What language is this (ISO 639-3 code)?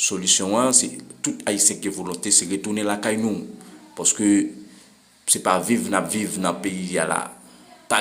hat